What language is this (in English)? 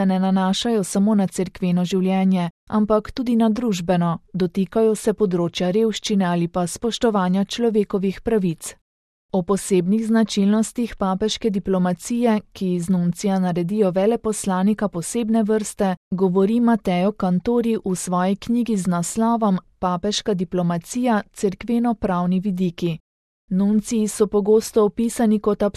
Slovenian